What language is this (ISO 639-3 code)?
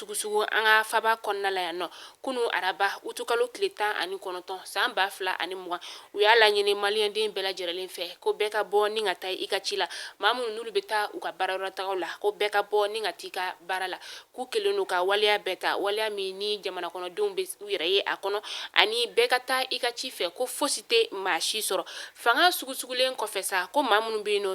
bam